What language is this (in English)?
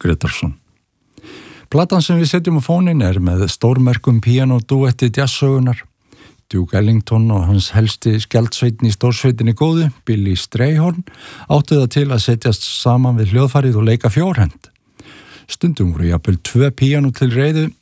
Icelandic